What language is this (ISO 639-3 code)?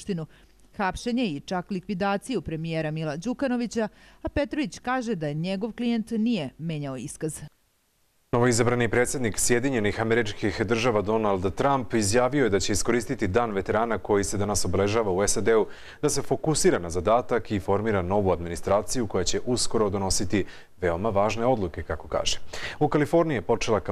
srp